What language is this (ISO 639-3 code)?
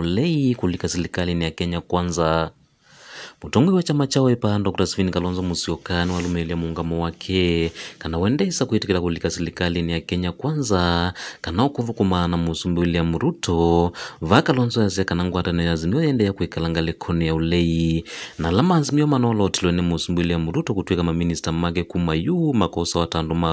kam